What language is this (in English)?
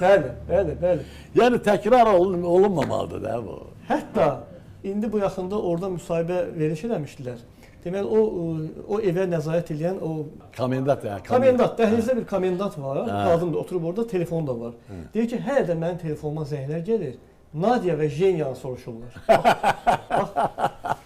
Azerbaijani